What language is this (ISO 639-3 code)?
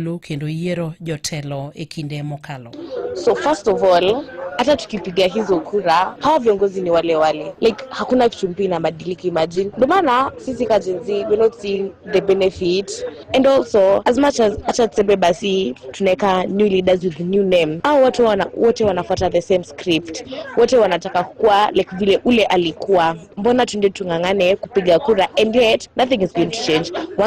luo